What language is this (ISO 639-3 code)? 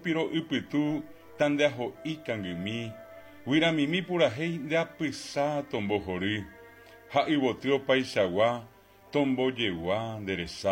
grn